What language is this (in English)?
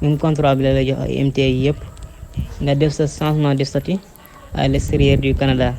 Wolof